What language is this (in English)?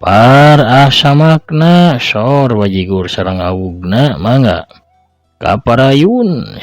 Sundanese